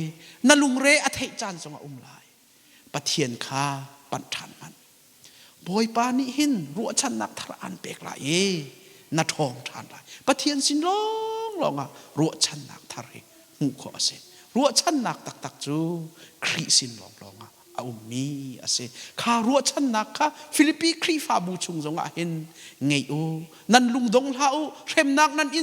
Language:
Hakha Chin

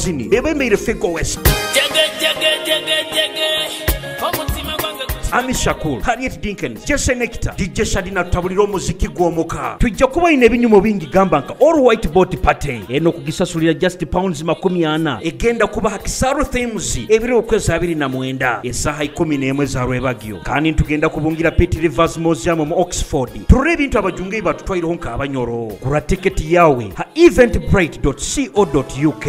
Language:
Nyoro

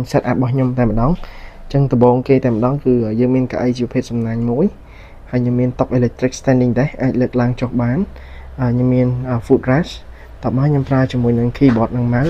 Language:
Khmer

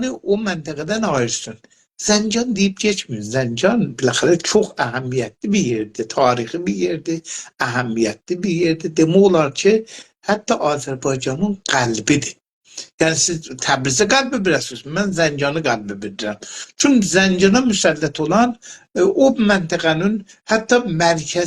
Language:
South Azerbaijani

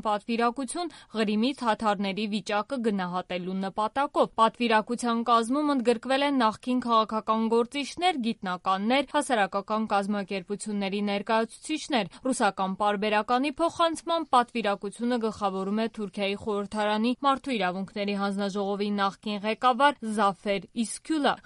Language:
Armenian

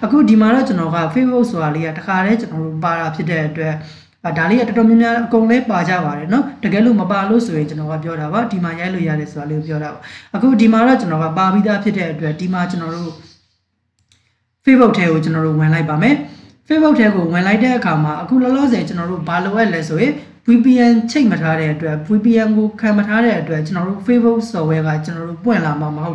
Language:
Burmese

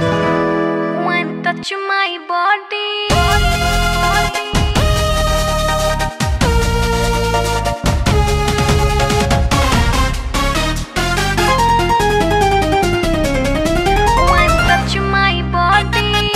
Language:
Bhojpuri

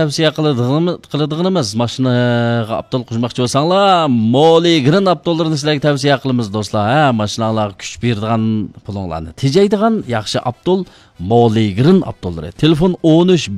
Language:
Uyghur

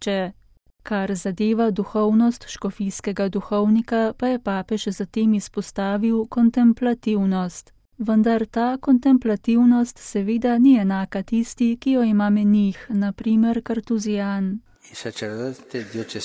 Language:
Slovenian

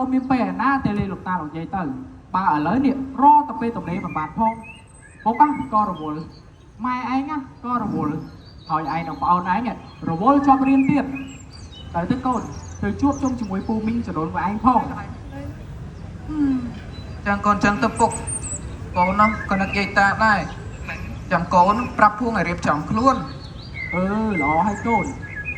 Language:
Khmer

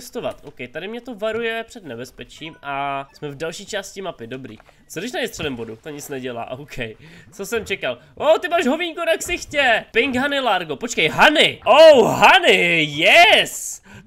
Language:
Czech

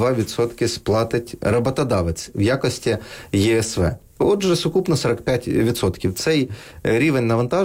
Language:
Ukrainian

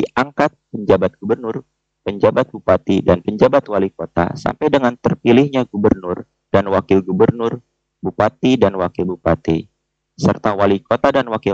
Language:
Indonesian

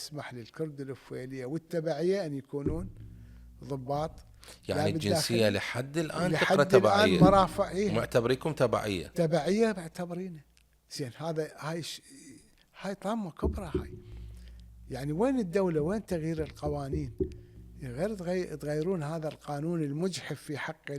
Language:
Mesopotamian Arabic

